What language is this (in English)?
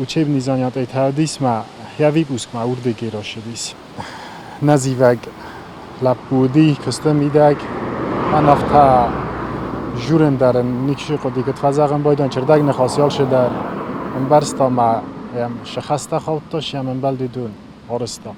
Ossetic